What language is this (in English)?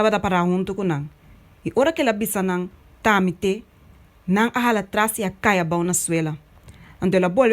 Papiamento